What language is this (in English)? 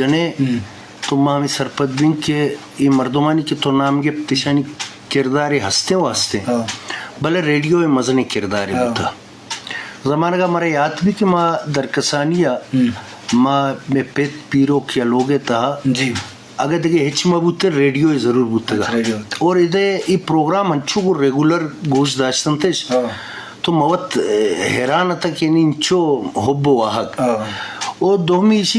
Eastern Balochi